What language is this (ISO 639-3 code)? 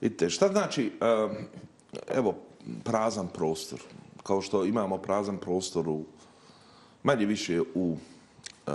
bos